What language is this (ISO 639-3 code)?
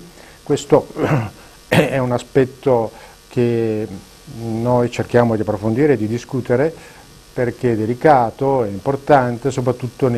ita